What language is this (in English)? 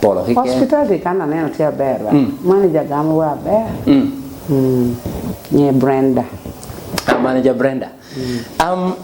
Lango (Uganda)